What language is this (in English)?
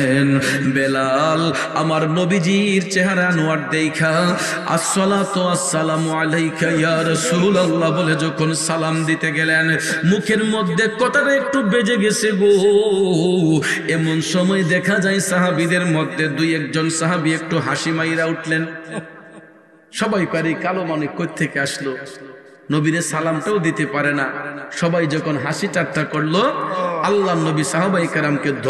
Bangla